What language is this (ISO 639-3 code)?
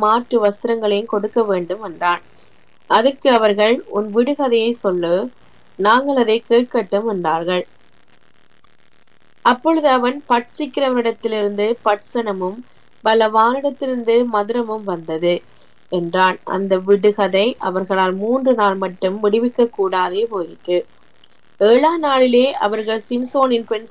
tam